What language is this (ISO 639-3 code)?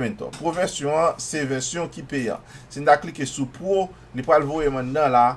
hat